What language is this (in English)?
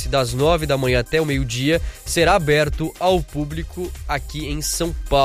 Portuguese